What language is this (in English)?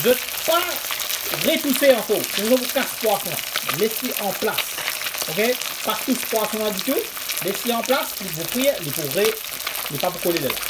Morisyen